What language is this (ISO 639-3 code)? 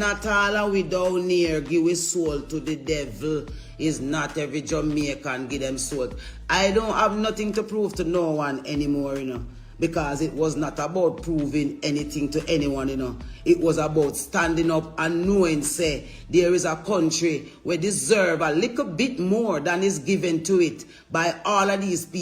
jam